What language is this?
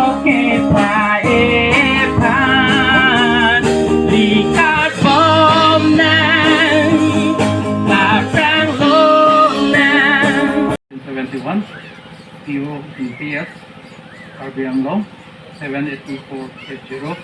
Karbi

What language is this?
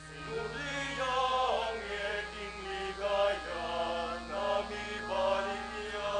Pampanga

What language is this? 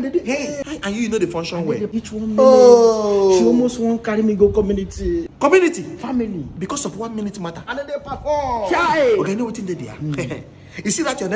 Nigerian Pidgin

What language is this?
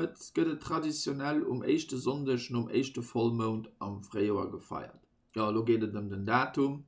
Luxembourgish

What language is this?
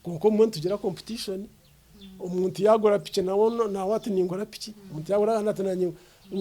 Nyankole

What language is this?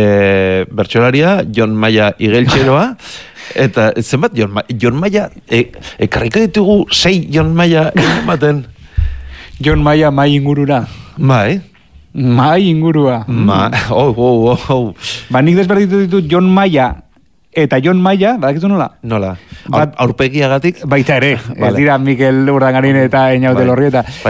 Basque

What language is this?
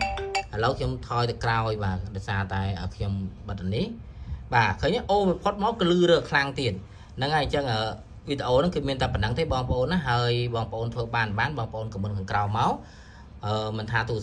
Khmer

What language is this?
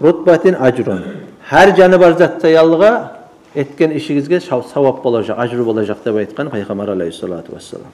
Kumyk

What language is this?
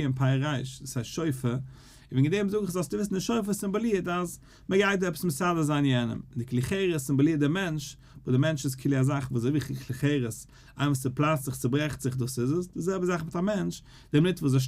Yiddish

